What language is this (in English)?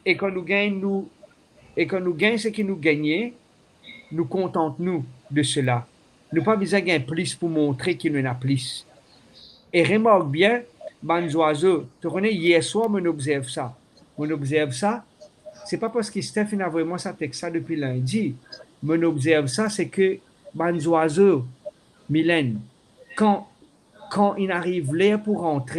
Morisyen